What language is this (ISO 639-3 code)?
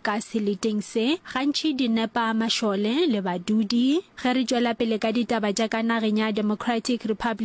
nso